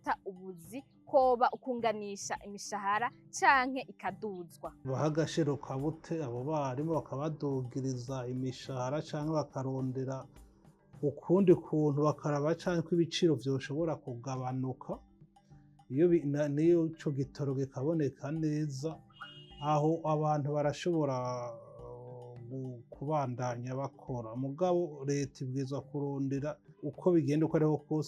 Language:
Rundi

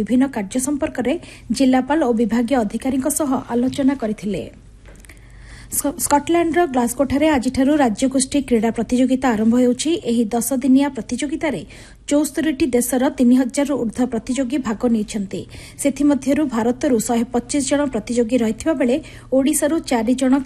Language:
Odia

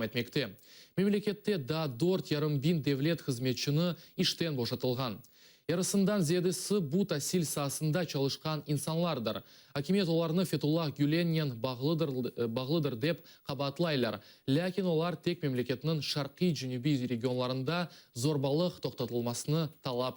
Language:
Crimean Tatar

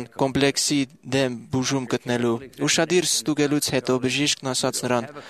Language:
Armenian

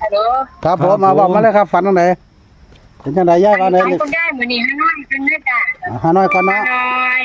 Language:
Northeastern Thai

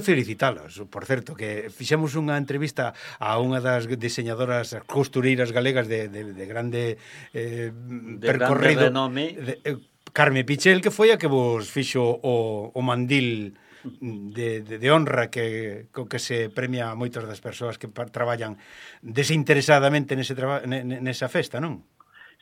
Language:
Galician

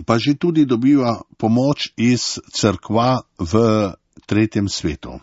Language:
Slovenian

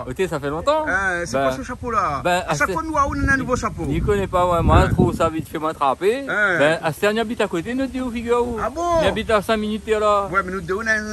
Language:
Réunion Creole French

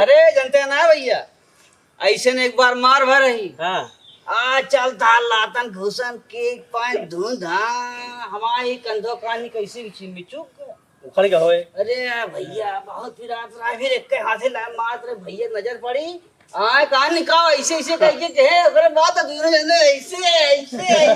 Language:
Awadhi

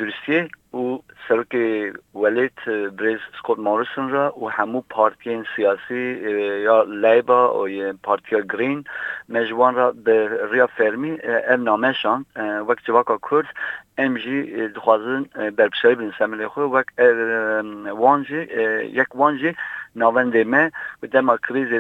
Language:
Kurdish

